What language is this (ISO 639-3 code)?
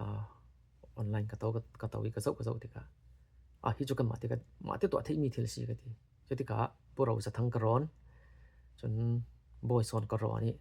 cfm